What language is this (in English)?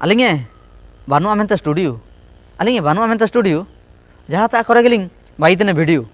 Ho